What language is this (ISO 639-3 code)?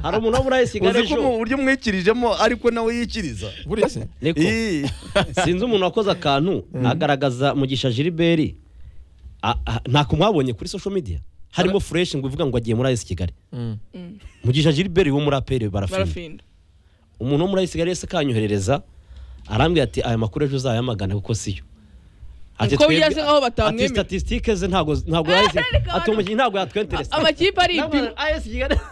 kin